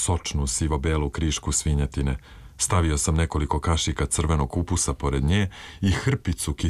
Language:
Serbian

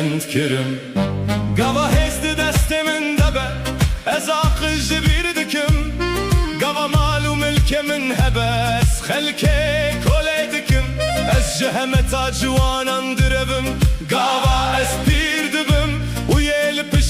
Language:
Kurdish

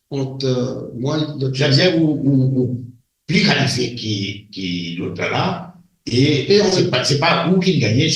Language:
Morisyen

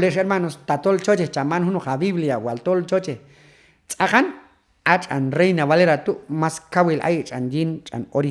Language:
Q'anjob'al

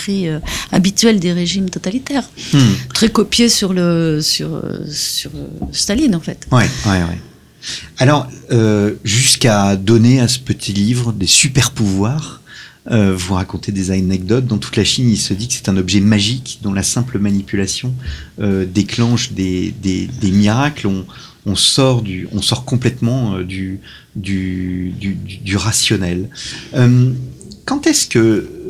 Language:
French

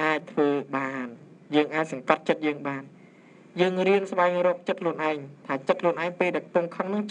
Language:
Khmer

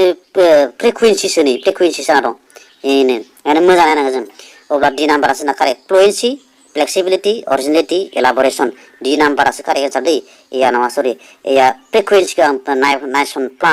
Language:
Bodo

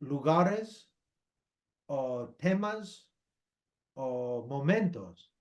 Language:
Ladino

